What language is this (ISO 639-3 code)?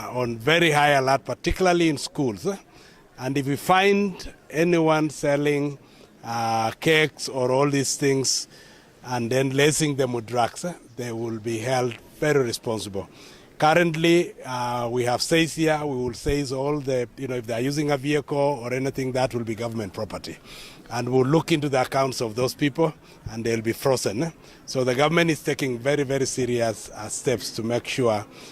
luo